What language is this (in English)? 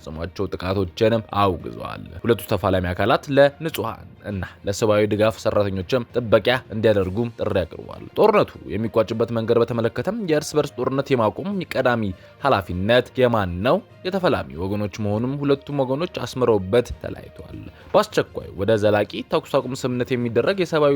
Amharic